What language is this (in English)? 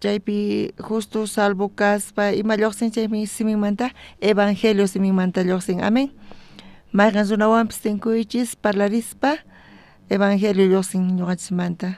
South Bolivian Quechua